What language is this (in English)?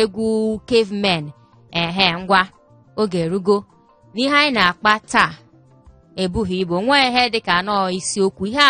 Igbo